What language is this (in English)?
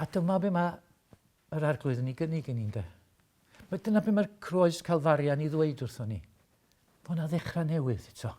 Welsh